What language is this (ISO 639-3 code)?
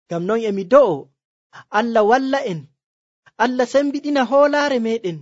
fuv